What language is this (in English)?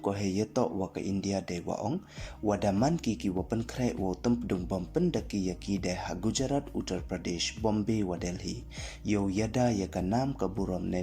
Pnar